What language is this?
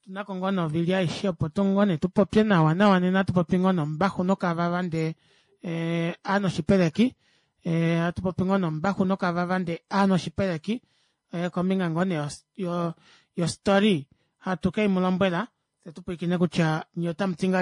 Kuanyama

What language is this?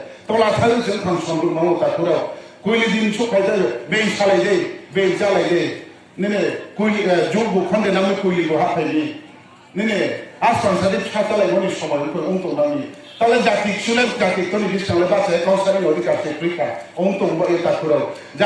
Riang (India)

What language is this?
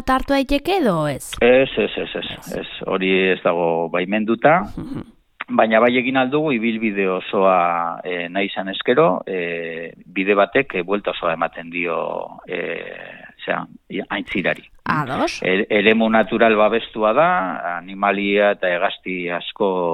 Basque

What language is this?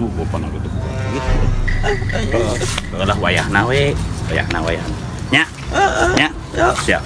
Sundanese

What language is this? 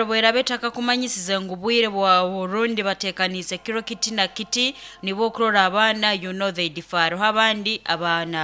Nyoro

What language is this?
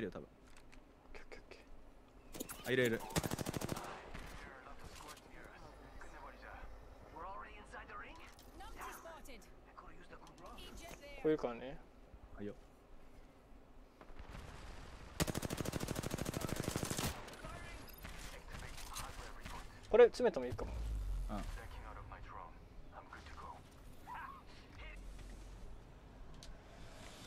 Japanese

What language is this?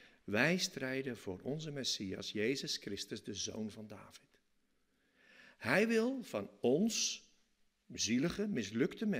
Dutch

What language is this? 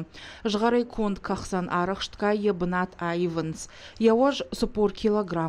Ossetic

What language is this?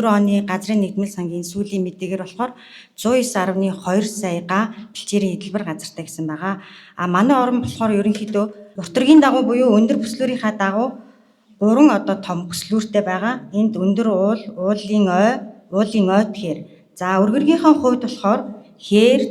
Mongolian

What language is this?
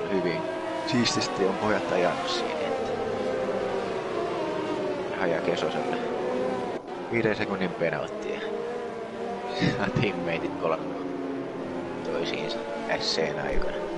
Finnish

